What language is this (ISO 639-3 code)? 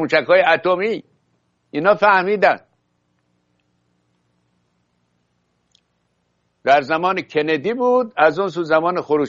fas